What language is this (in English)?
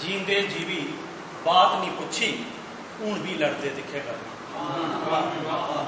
Dogri